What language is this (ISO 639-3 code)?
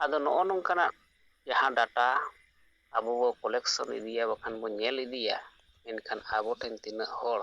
sat